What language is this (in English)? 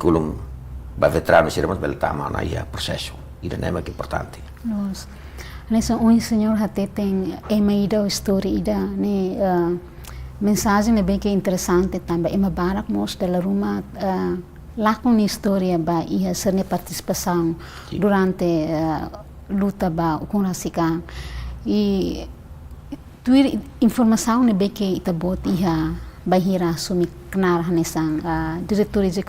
Tetum